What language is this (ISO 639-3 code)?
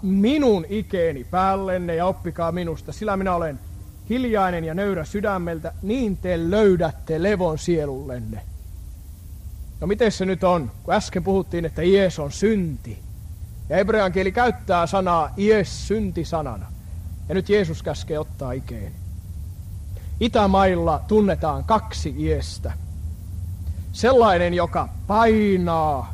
fin